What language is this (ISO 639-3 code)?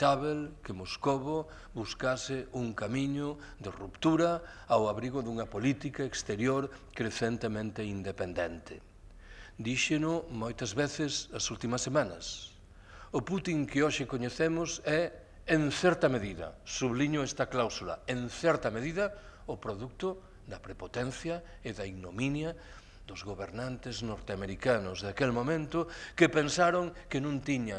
glg